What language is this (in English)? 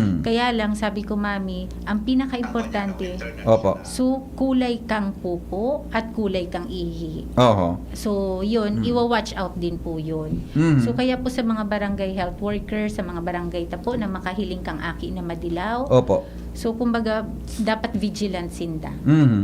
Bikol